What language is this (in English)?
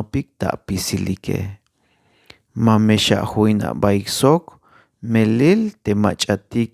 Tzeltal